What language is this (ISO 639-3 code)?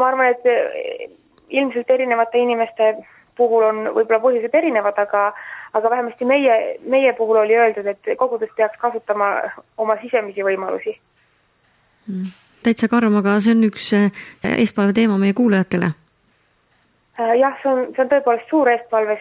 est